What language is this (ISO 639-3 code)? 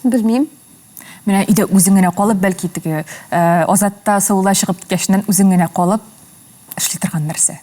tat